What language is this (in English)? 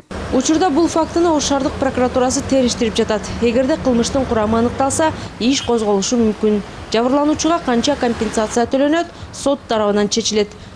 Kyrgyz